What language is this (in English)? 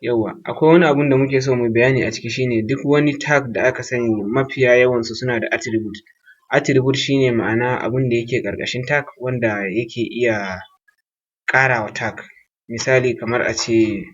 Hausa